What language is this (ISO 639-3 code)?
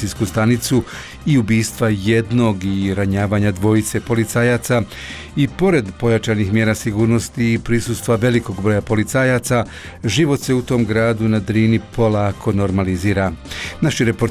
bos